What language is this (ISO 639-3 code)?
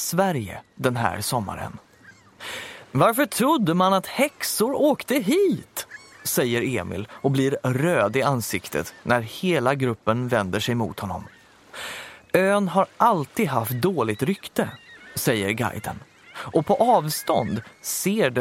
swe